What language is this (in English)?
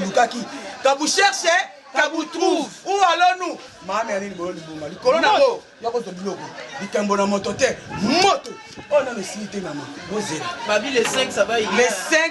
Lingala